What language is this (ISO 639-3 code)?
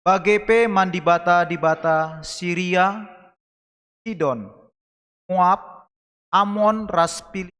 btx